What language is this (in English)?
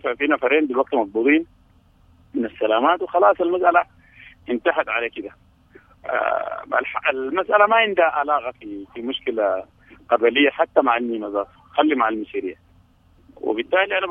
Sudanese Arabic